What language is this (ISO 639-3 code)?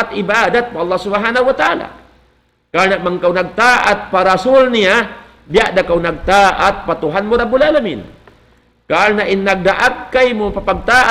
tsg